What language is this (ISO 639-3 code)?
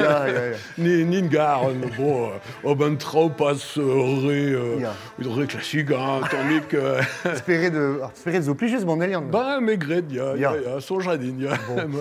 bre